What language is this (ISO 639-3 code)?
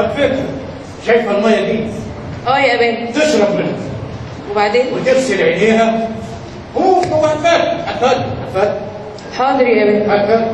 arz